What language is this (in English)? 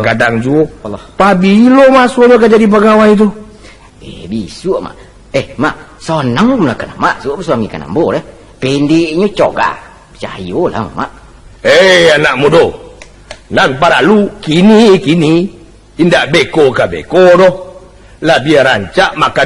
Minangkabau